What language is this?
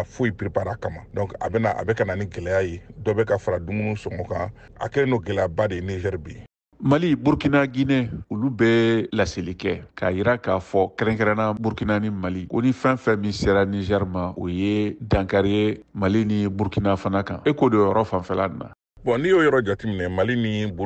Bambara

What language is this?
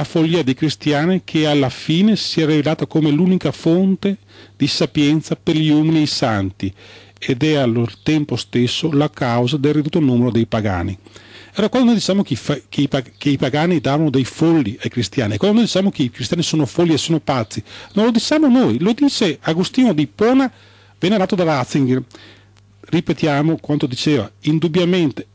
Italian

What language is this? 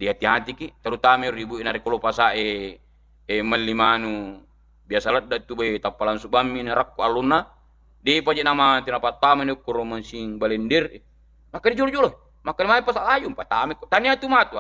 Buginese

